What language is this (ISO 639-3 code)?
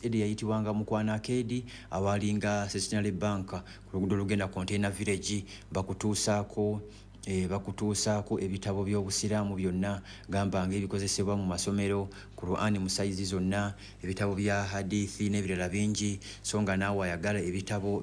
lug